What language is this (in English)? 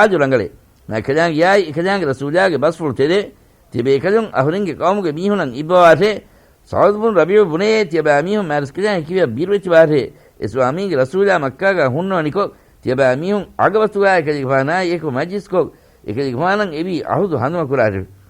Divehi